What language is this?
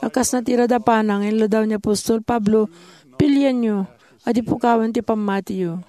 Iloko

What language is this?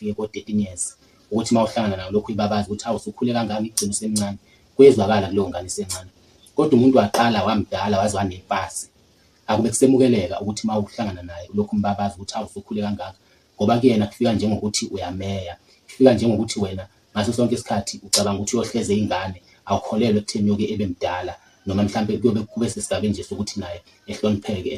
Zulu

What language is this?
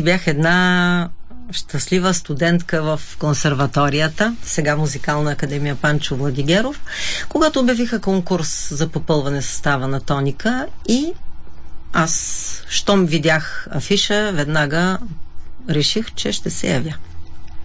Bulgarian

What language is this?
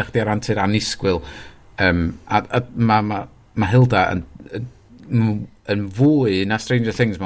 Welsh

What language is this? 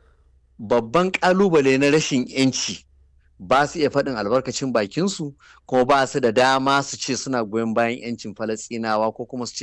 Hausa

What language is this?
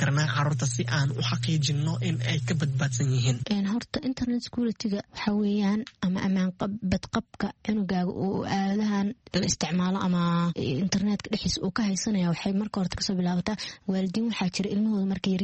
Somali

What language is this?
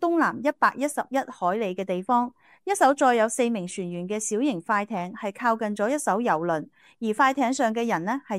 Cantonese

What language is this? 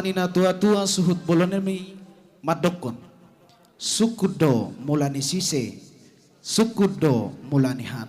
Batak Toba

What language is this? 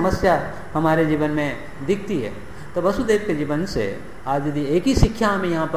Hindi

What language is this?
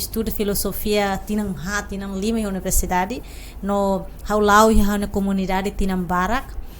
Tetum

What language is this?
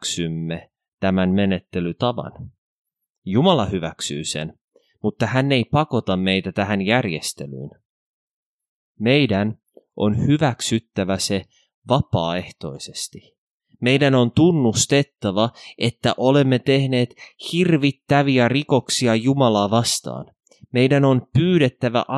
Finnish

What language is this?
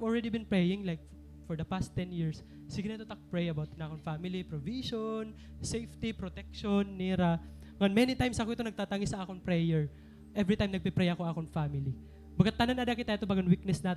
Waray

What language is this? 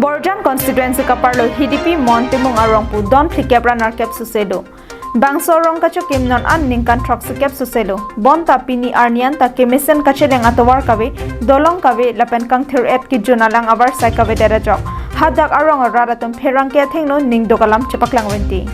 Karbi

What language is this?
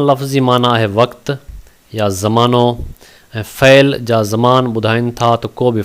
Sindhi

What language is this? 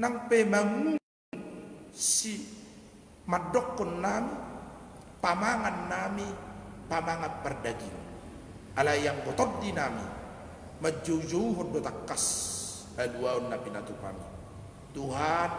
Batak Toba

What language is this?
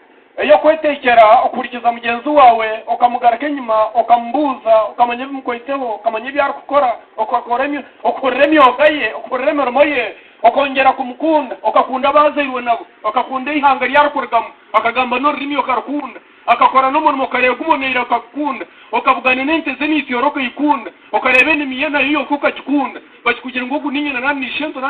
Nyankole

